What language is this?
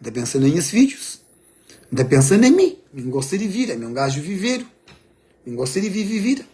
Kabuverdianu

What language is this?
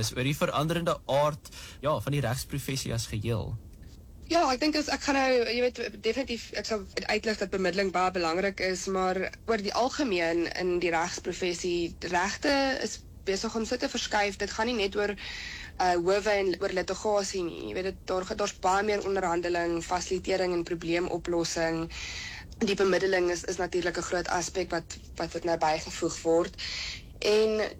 Afrikaans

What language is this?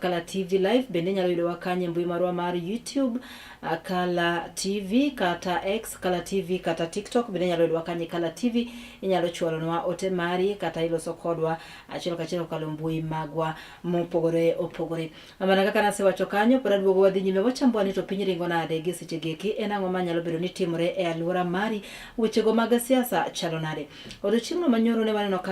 Luo (Kenya and Tanzania)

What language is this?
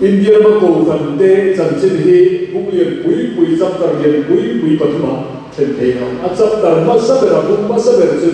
Mizo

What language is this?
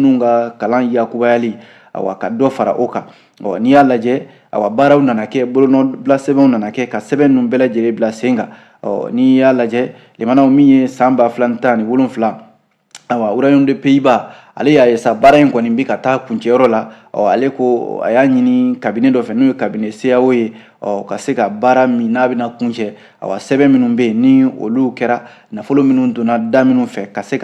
Bambara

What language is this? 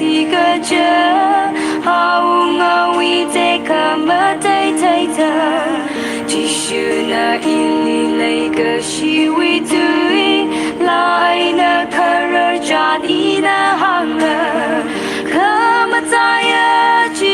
Tangkhul Naga (India)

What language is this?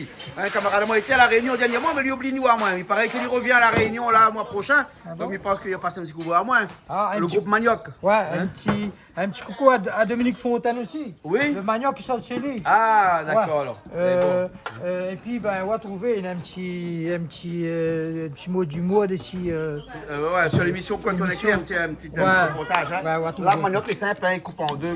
Réunion Creole French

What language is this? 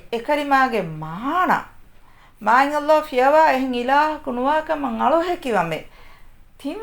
Divehi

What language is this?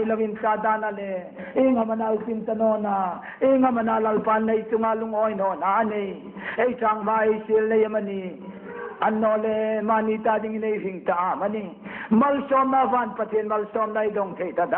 Hmar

